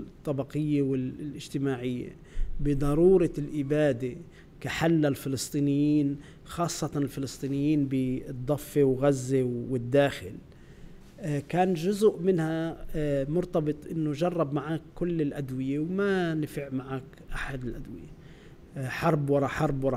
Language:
North Levantine Arabic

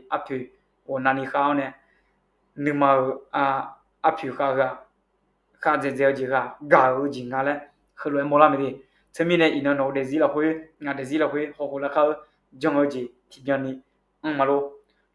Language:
Akha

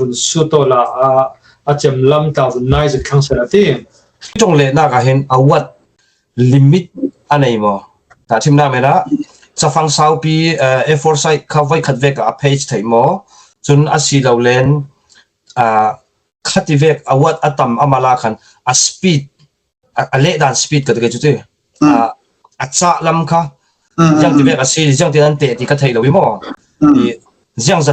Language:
Falam Chin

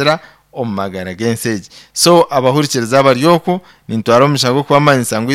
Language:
Nyankole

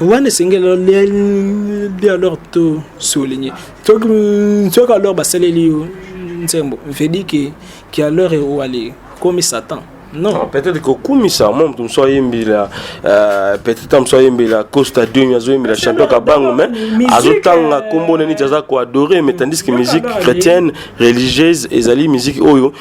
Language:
Lingala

